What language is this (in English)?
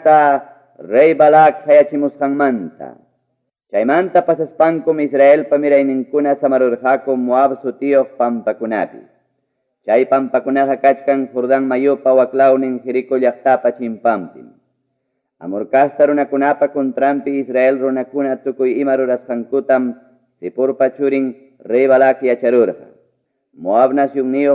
Ayacucho Quechua